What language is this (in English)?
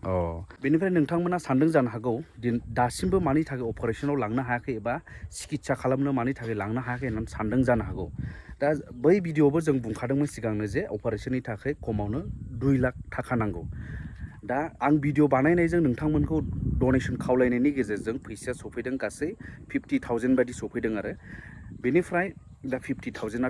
Bodo